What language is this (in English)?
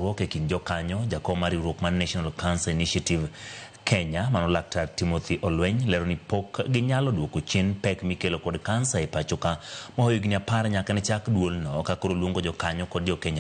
Luo (Kenya and Tanzania)